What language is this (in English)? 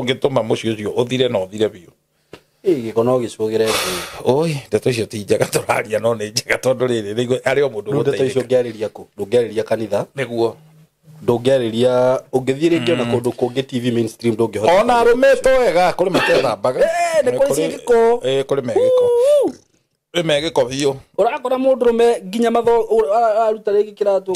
Kikuyu